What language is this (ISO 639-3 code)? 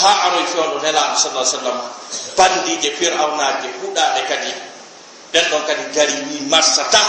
ful